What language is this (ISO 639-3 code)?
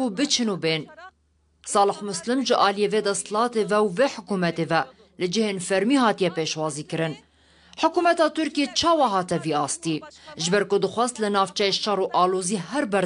kur